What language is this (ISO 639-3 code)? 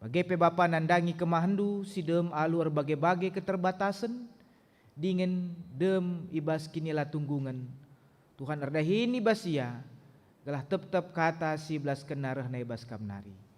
btx